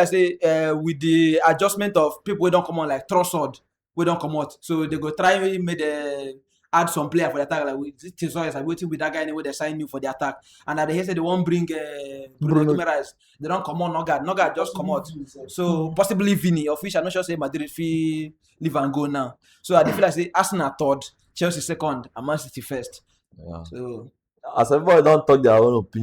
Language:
Nigerian Pidgin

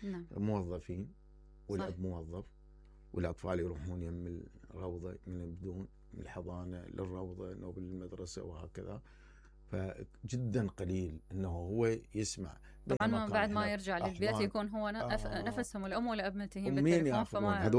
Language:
Mesopotamian Arabic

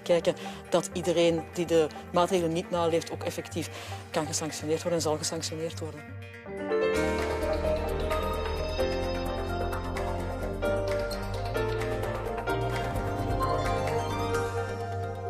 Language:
Dutch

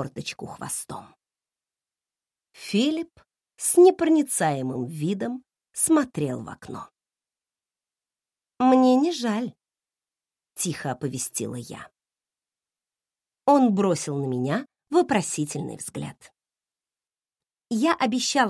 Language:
Russian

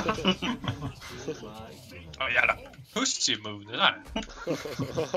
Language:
Swedish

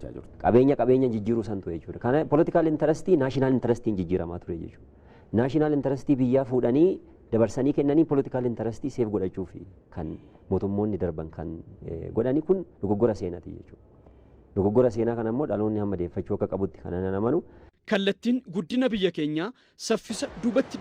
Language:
Oromo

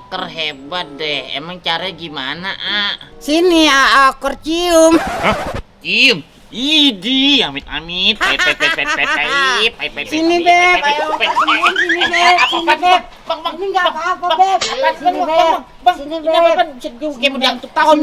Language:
Betawi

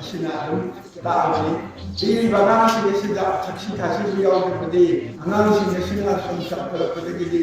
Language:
Manipuri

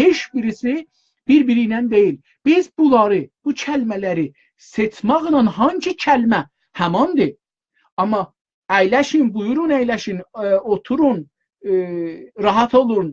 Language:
South Azerbaijani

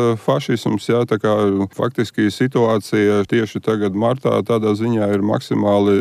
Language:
Latvian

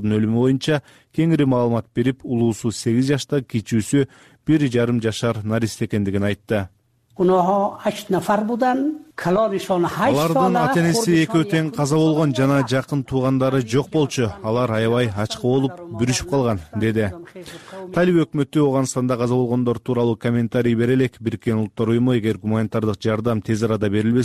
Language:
Kyrgyz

